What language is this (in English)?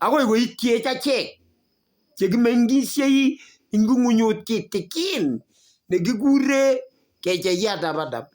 Kalenjin